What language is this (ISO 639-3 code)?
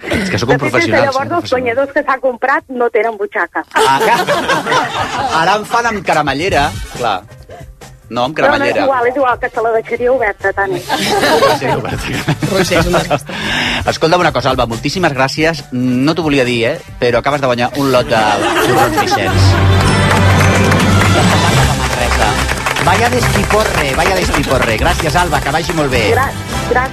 cat